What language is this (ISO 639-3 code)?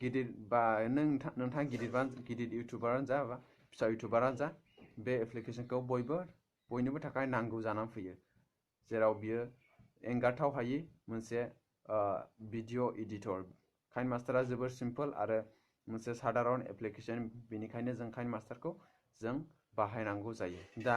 brx